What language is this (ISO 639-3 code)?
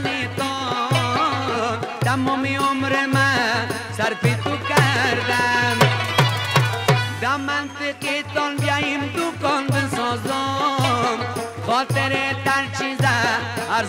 fas